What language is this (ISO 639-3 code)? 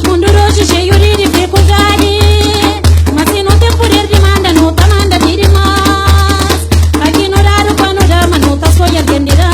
kea